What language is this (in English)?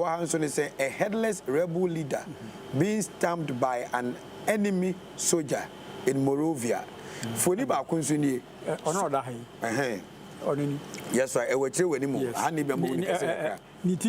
Akan